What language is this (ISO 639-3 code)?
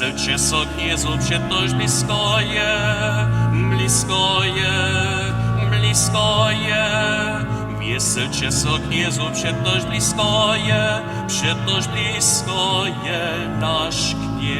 hsb